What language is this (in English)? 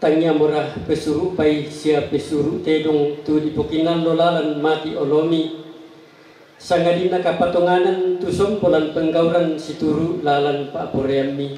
Toraja-Sa'dan